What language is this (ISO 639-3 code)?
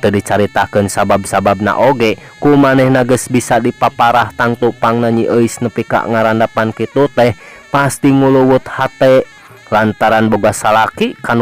sun